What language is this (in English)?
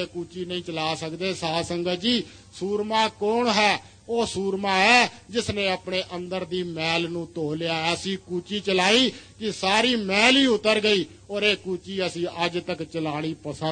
Punjabi